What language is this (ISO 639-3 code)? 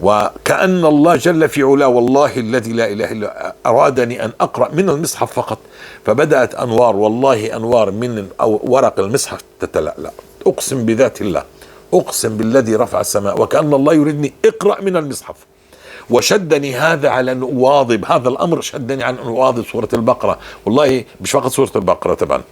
apc